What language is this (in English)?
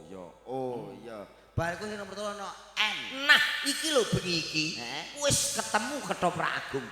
Javanese